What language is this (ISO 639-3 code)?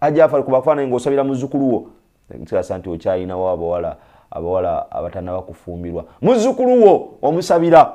lug